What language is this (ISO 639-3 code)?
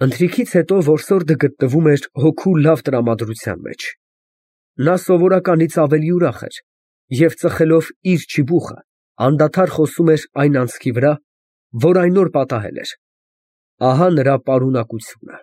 hye